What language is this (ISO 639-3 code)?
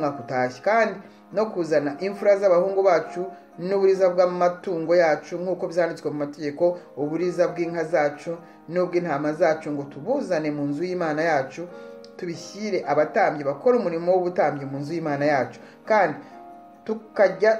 kin